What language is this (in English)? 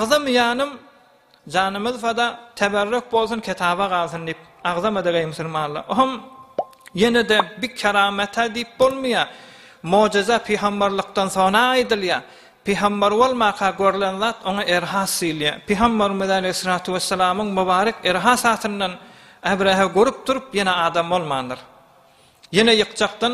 Turkmen